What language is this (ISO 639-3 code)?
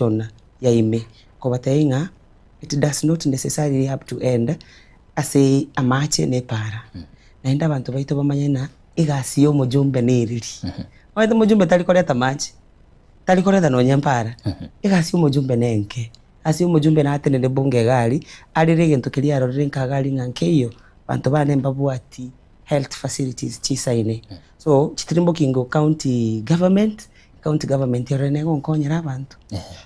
guz